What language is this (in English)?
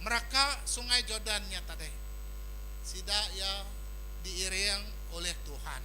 Iban